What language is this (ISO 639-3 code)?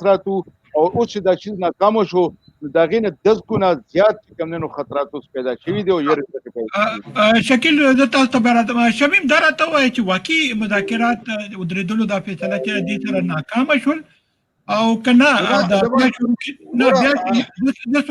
pus